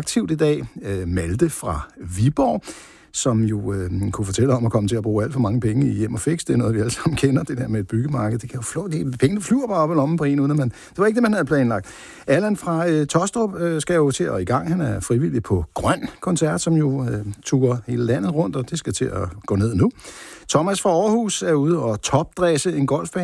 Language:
Danish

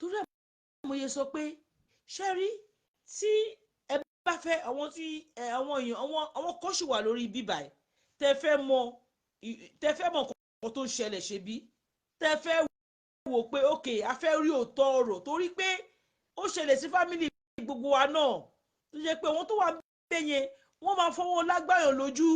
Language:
Yoruba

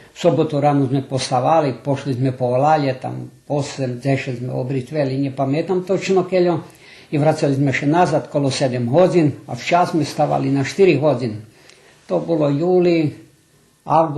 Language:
Rusyn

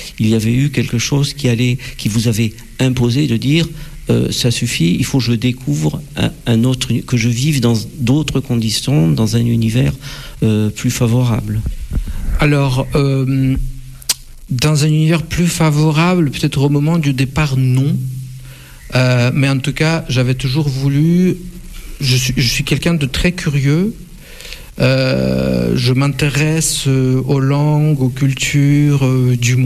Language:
French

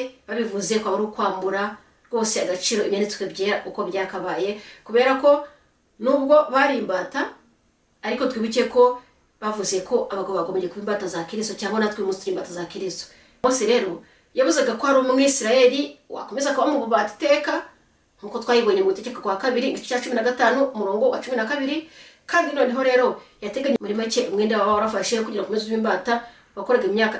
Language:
Kinyarwanda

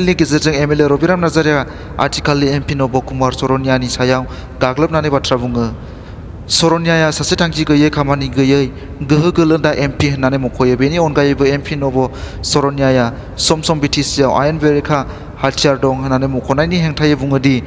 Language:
Bodo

